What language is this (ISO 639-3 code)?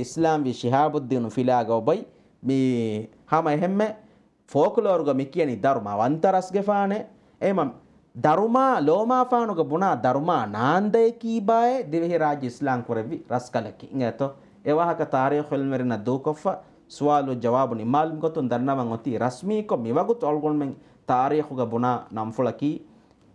div